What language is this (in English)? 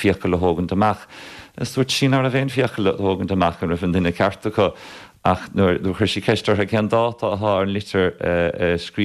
Irish